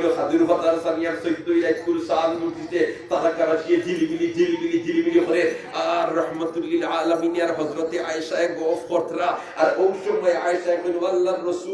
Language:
Sylheti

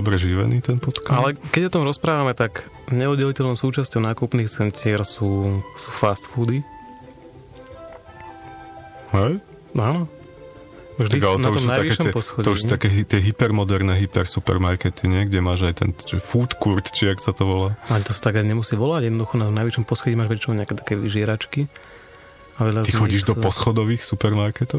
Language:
Slovak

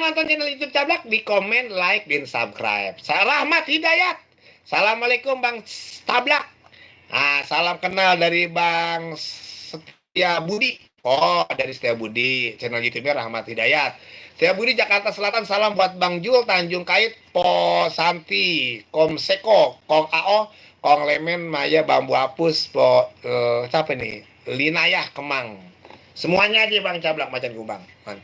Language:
Betawi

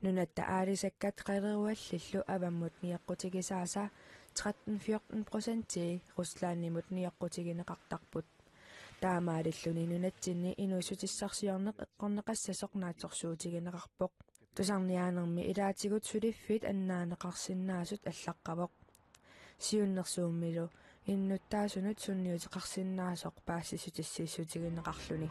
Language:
Kalaallisut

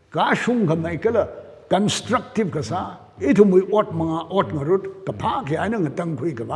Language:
Tangkhul Naga (India)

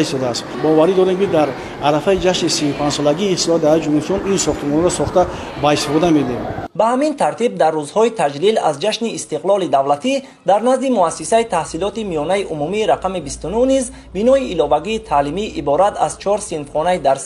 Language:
Tajik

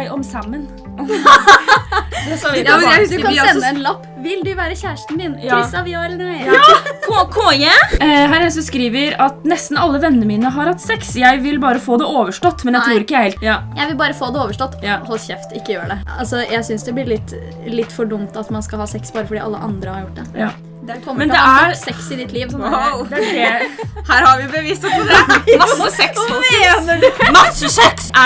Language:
Norwegian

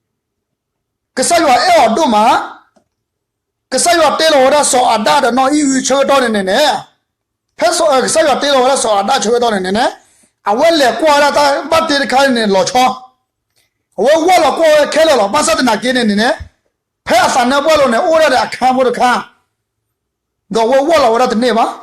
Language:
S'gaw Karen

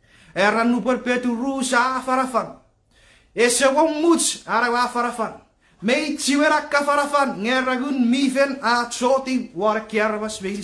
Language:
Chuukese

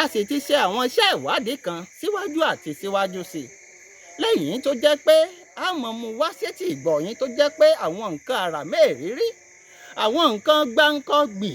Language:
Yoruba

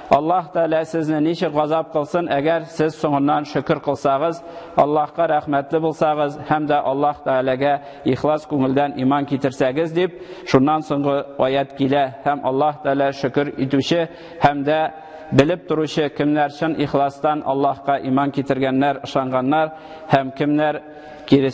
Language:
Tatar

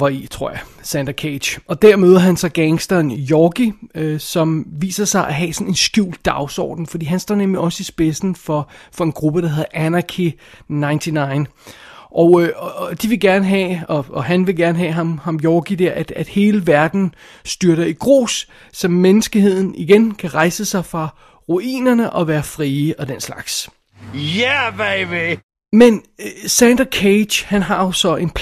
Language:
Danish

